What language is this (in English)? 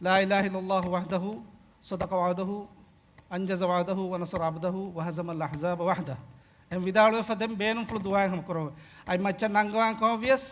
Divehi